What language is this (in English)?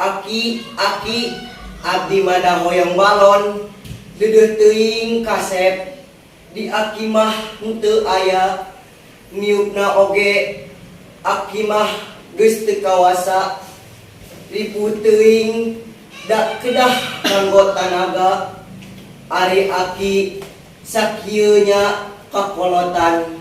Sundanese